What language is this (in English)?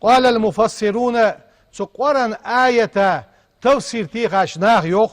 Ingush